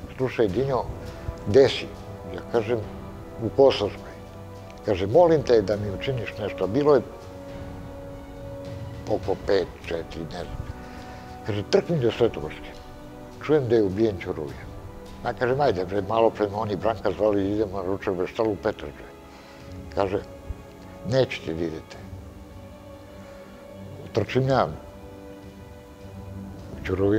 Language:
Serbian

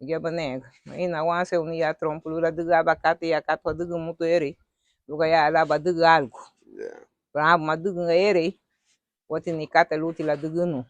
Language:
Garifuna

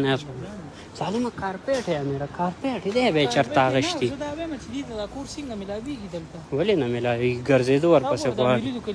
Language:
Pashto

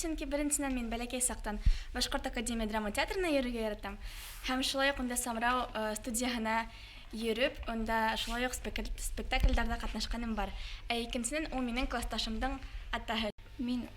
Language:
Bashkir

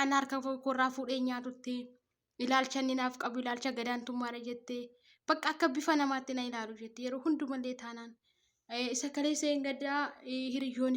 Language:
Oromo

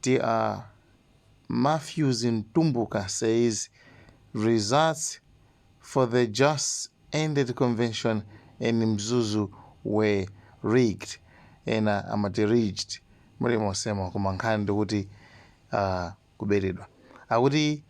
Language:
Nyanja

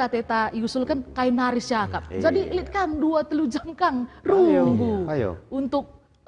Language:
Batak Karo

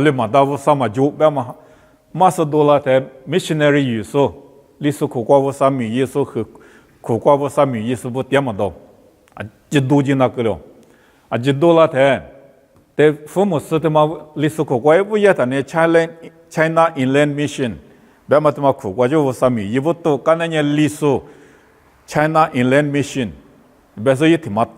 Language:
Lisu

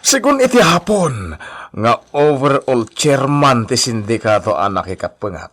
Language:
Iloko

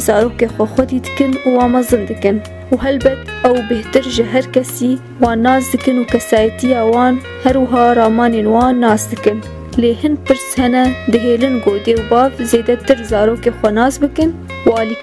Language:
Kurdish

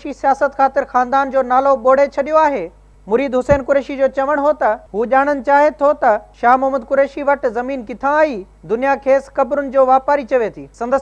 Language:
Sindhi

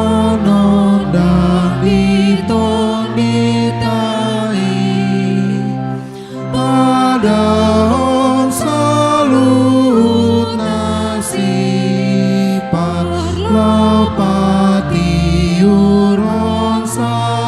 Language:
Batak Toba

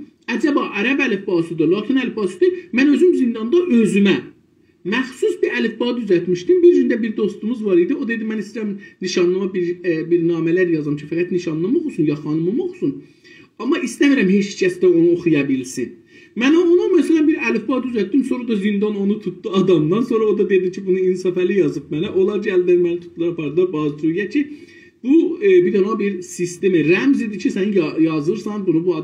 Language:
South Azerbaijani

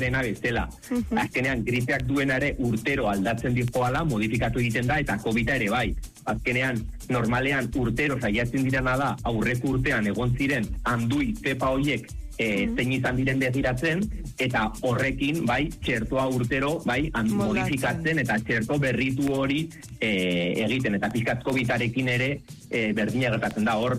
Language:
Basque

